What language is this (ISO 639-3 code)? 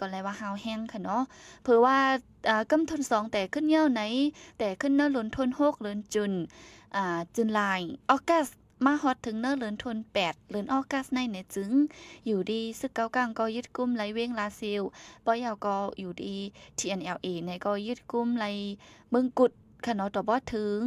shn